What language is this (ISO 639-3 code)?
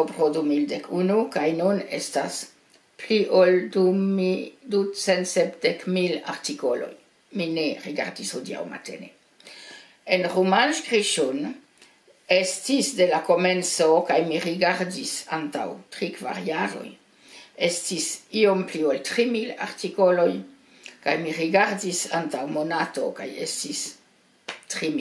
epo